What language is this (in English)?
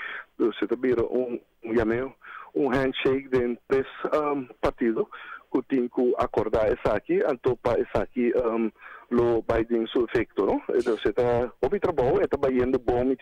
Papiamento